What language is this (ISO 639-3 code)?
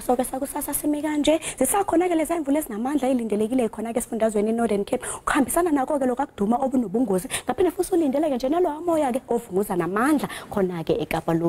zul